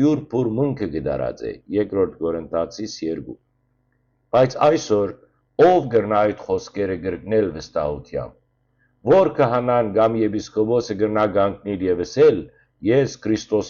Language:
Western Armenian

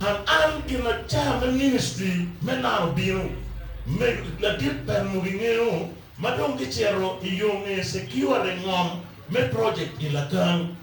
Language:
Acoli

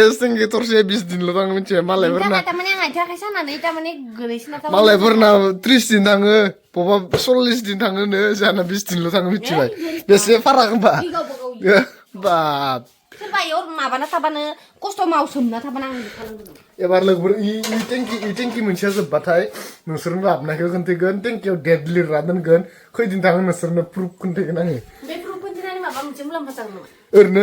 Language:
Bodo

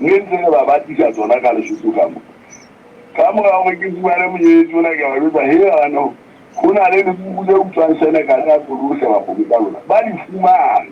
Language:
Southern Sotho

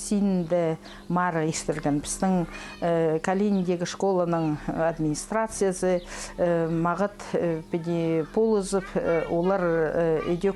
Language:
Khakas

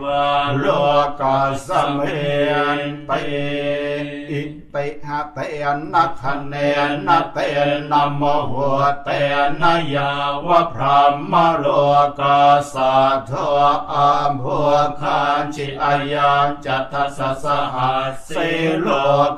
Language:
Pali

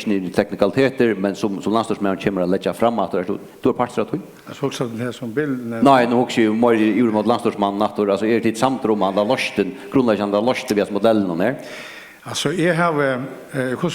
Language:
Faroese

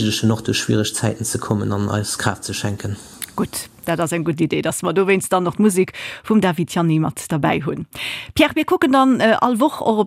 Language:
Luxembourgish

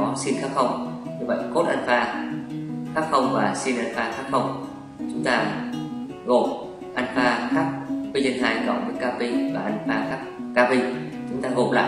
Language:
Vietnamese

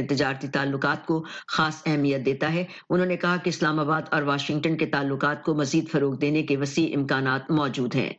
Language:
Urdu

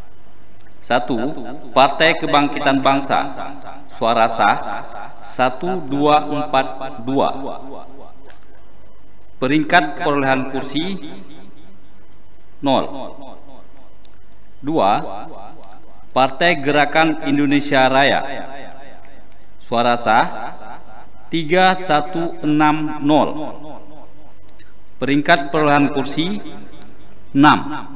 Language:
Indonesian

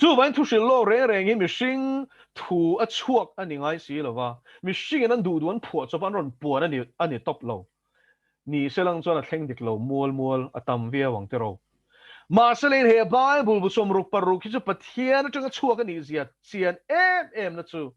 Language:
Mizo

